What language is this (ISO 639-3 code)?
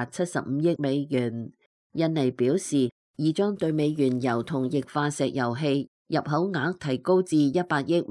yue